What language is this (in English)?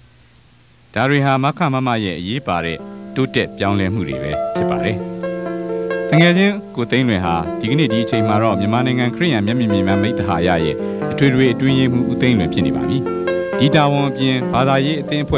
Burmese